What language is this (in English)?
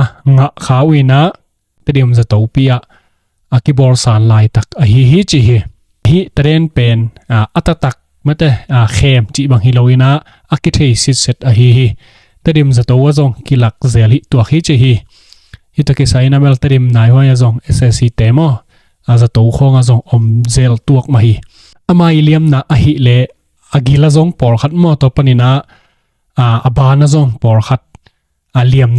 Tedim Chin